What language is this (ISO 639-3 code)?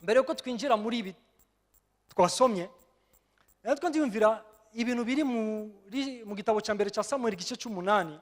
run